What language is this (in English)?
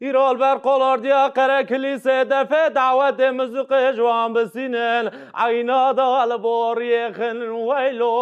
Kurdish